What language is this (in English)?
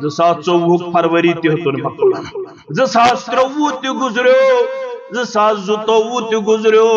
Kashmiri